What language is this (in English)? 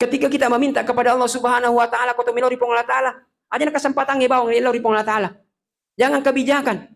Buginese